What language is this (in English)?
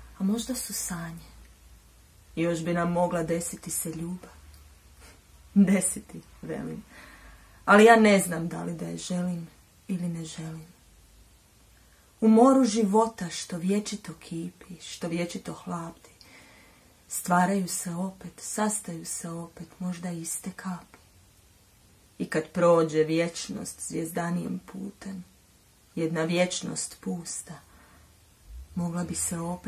Croatian